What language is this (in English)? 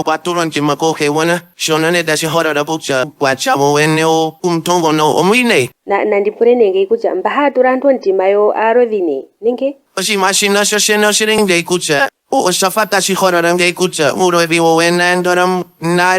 Ndonga